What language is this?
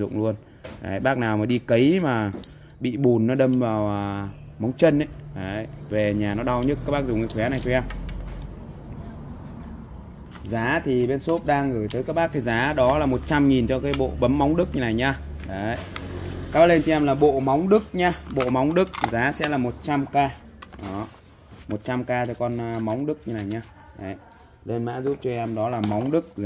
Vietnamese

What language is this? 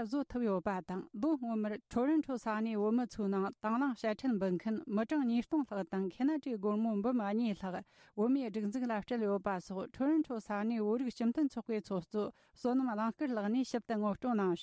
Tibetan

